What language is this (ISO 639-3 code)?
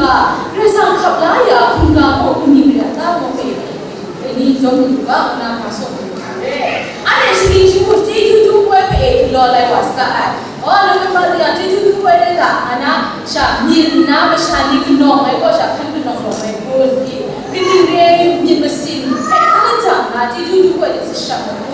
kac